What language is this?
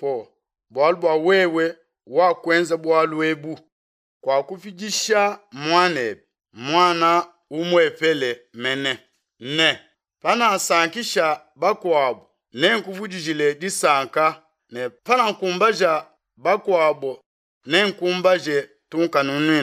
Luba-Lulua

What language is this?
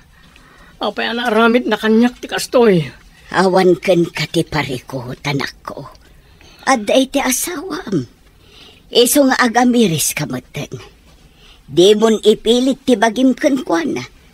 Iloko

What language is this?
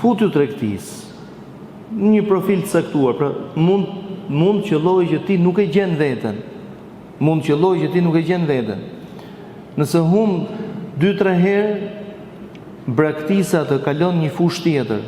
Albanian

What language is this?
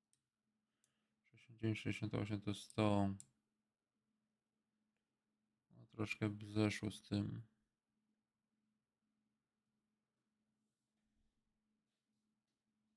Polish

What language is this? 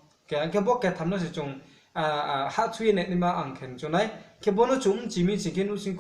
Riang (India)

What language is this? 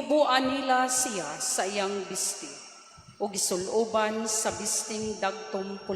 Cebuano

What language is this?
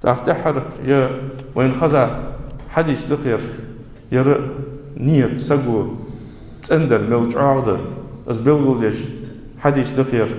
Ingush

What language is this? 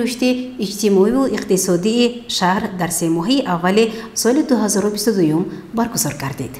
Tajik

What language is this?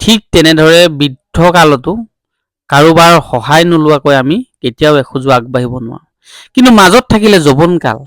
Assamese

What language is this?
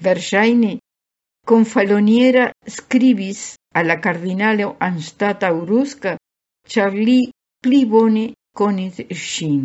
Esperanto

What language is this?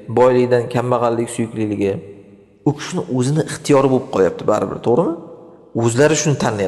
Uzbek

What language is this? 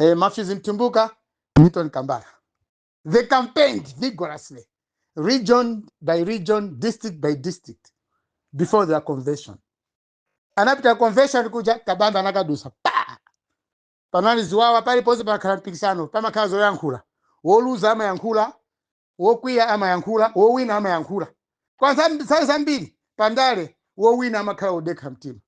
Nyanja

